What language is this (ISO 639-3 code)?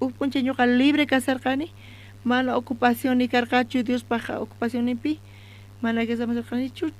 quh